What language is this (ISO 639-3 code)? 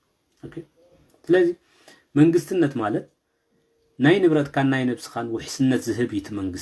tir